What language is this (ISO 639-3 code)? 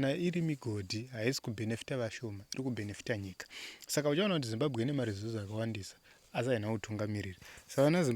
sna